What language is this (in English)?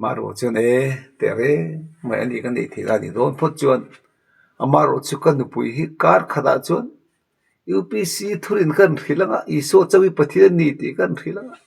Mizo